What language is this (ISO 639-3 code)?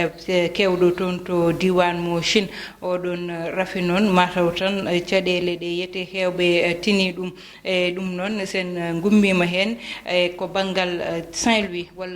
ful